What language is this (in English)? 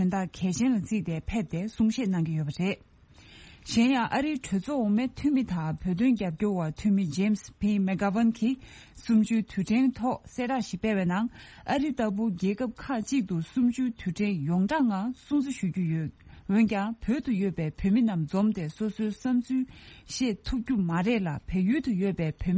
Tibetan